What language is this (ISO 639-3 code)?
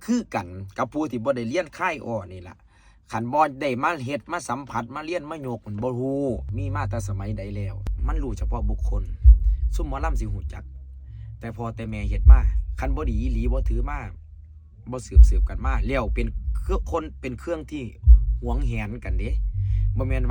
tts